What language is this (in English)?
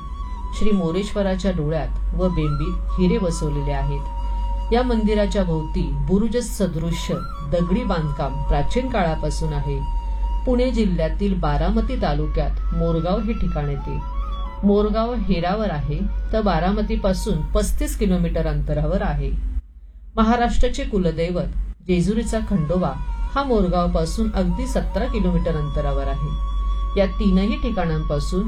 Marathi